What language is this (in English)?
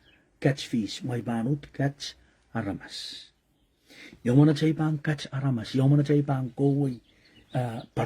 Pohnpeian